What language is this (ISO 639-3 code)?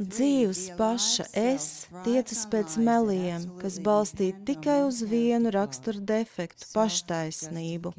lav